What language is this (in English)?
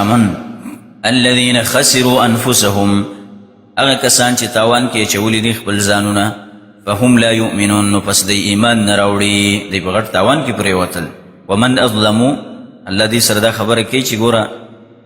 Pashto